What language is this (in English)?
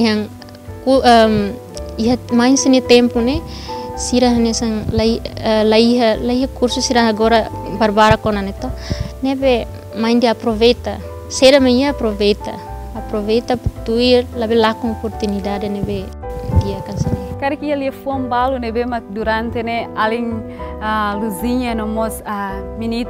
Tetum